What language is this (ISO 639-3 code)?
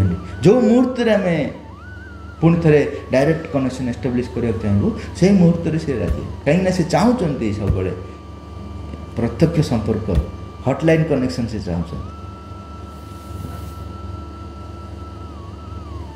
ori